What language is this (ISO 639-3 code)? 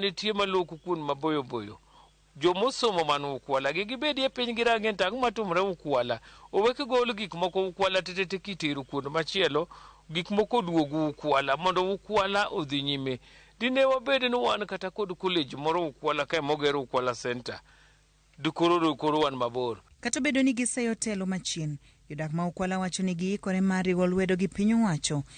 luo